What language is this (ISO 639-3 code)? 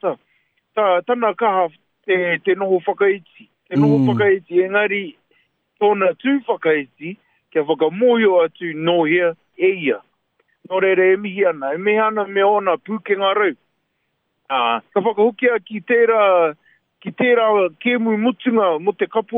mri